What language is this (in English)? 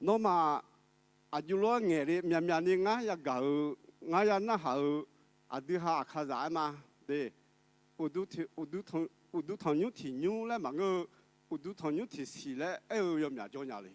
Akha